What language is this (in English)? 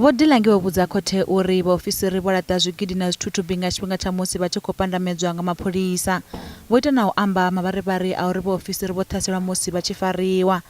Venda